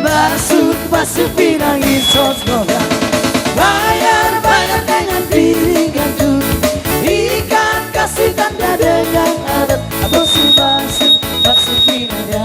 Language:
Batak Toba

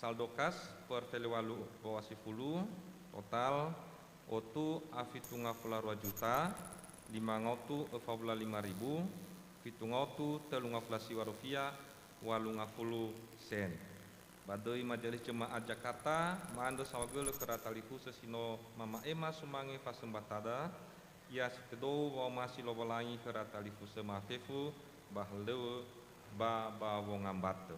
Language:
Nias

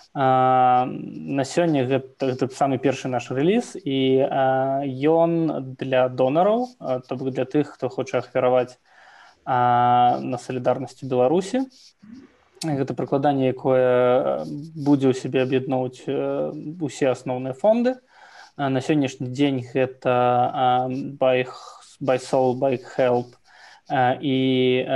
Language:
Belarusian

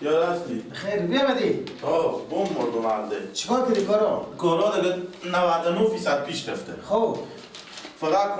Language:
Persian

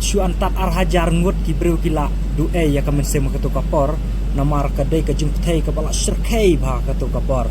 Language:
Khasi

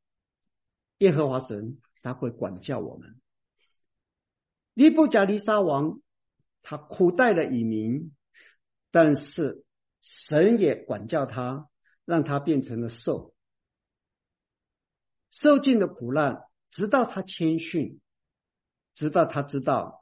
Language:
Chinese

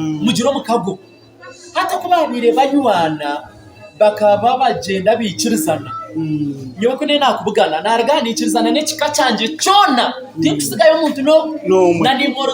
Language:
Nyankole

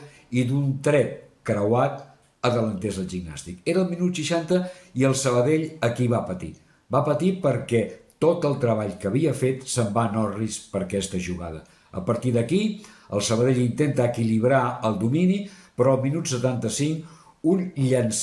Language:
Catalan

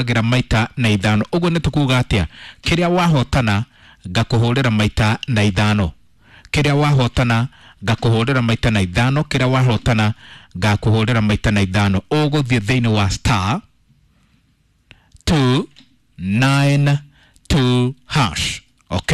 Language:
Kikuyu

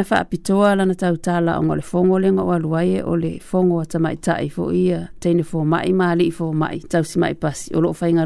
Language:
Samoan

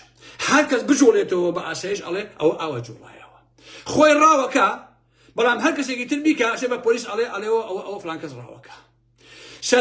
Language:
Central Kurdish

